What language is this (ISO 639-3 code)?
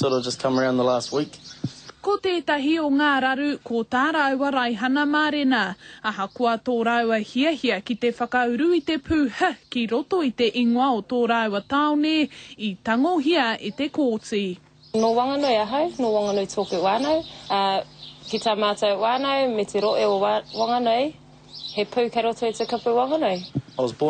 mri